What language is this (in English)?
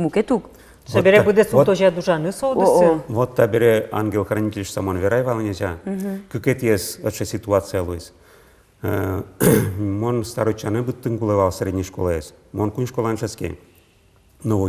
Udmurt